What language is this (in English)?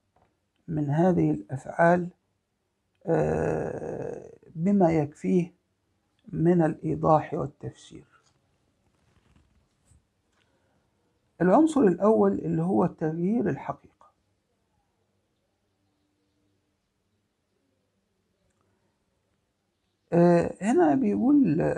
Egyptian Arabic